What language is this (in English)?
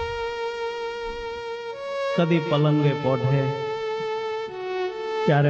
Gujarati